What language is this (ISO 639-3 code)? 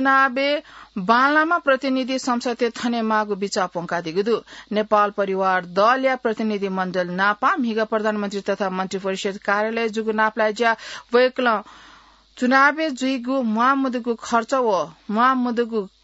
new